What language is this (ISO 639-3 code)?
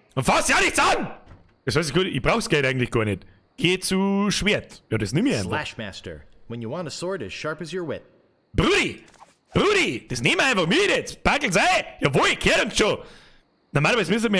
bar